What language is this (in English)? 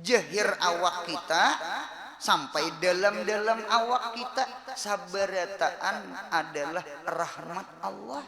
Banjar